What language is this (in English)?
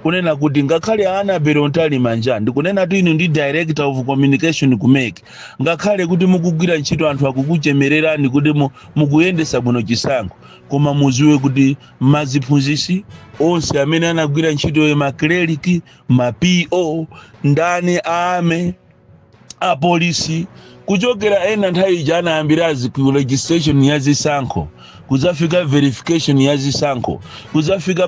Nyanja